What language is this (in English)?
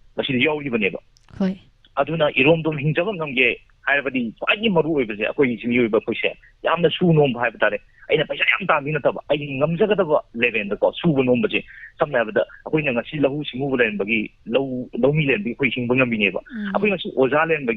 Manipuri